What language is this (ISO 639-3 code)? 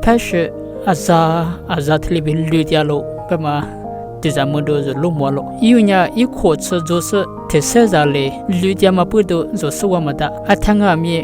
lis